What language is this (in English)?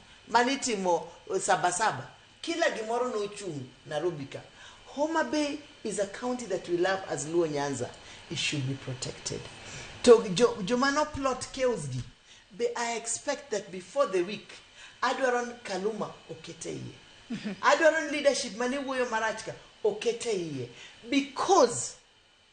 Luo (Kenya and Tanzania)